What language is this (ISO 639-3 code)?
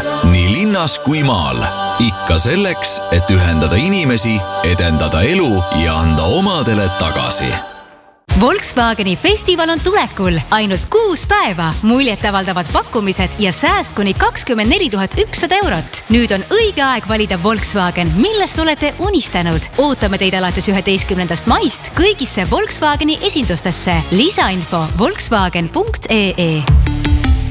est